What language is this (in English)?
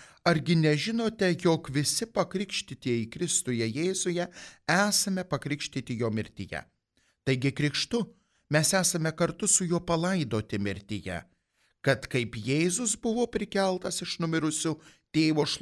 Lithuanian